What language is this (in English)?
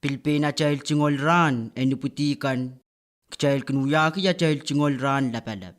Pohnpeian